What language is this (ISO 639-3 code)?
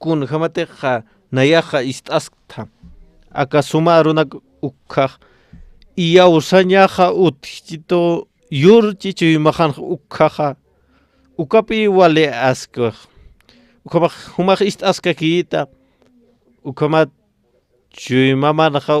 aym